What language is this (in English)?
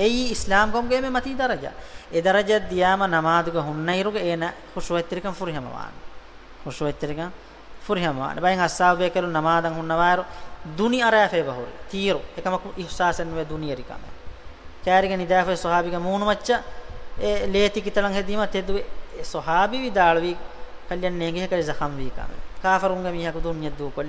Divehi